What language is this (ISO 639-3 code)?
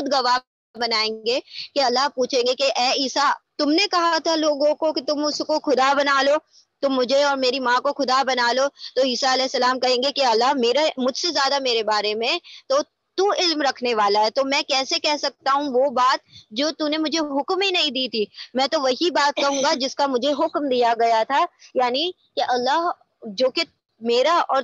urd